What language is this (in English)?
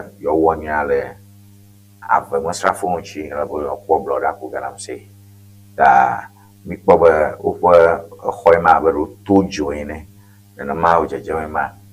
Ewe